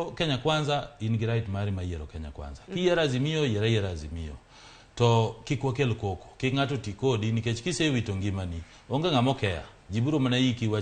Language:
Luo (Kenya and Tanzania)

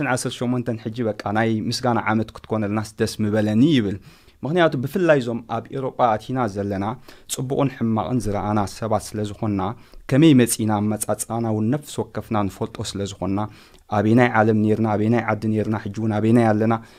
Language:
Tigrinya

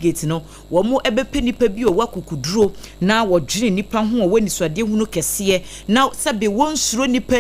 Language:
Akan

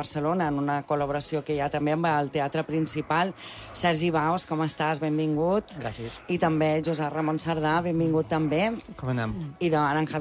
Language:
Catalan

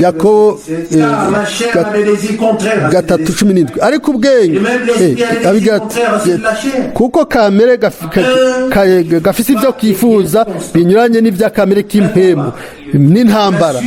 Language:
Rundi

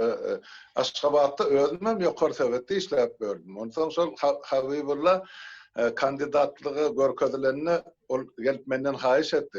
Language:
Turkmen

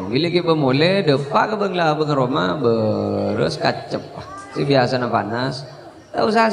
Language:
Madurese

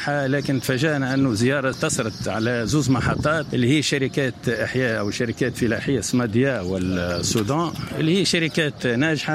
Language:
Tunisian Arabic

